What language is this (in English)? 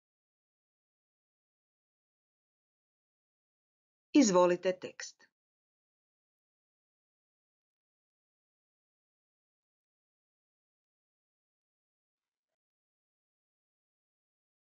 Croatian